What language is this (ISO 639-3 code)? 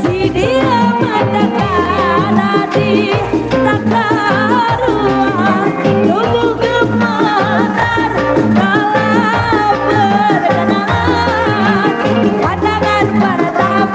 sun